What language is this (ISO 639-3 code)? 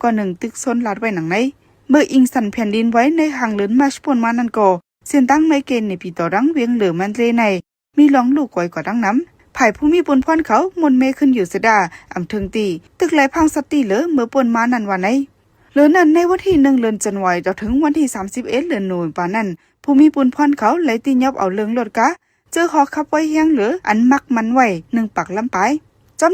shn